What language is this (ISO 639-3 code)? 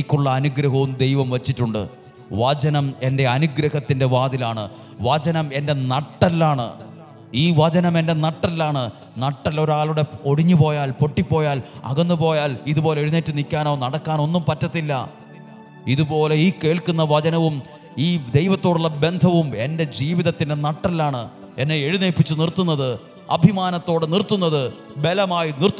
mal